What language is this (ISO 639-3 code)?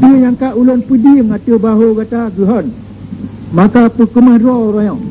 ace